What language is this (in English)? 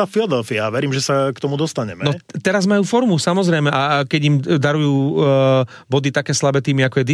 Slovak